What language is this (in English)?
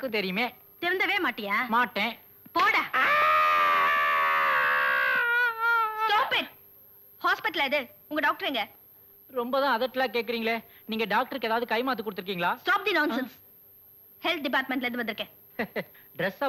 Tamil